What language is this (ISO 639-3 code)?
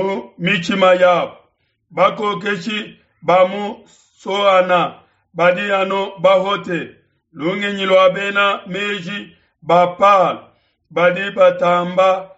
lua